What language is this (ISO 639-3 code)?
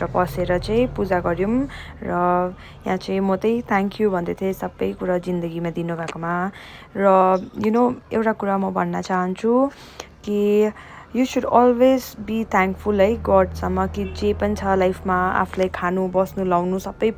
nep